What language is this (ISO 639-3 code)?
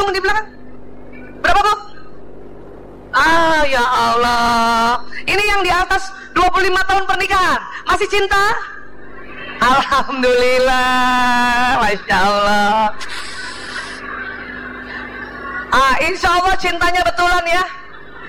ind